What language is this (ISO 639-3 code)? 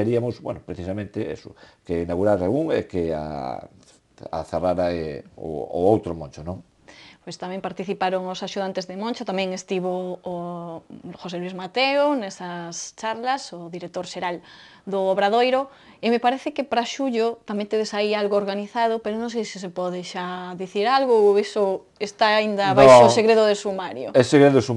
glg